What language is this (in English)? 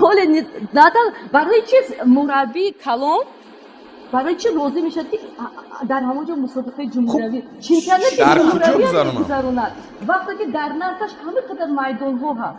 Tajik